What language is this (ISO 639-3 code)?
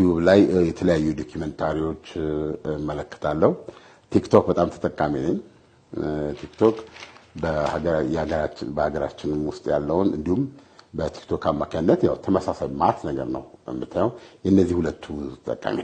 amh